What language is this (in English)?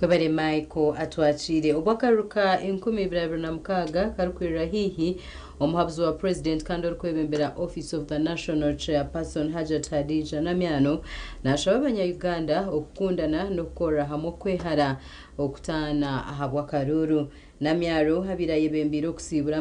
Nyankole